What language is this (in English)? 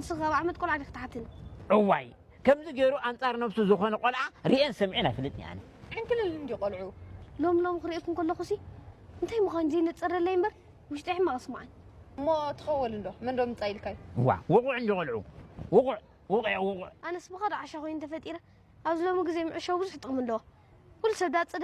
Tigrinya